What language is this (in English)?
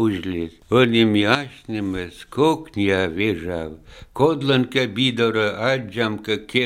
Lithuanian